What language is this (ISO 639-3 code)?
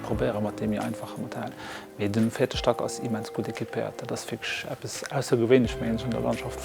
ltz